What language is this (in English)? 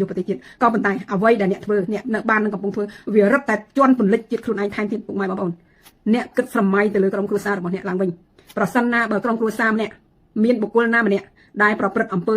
Khmer